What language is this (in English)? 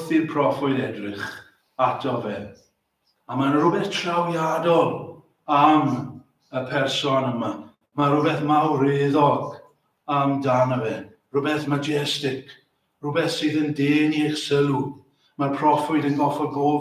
Welsh